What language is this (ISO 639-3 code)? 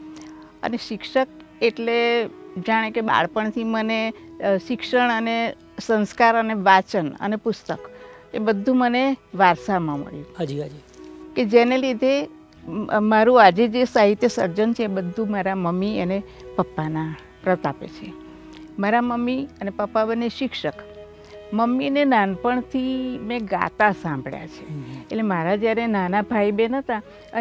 guj